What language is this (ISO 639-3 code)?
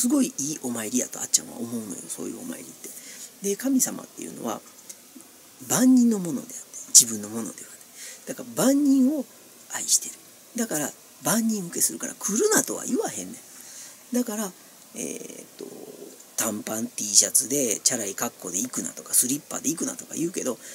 jpn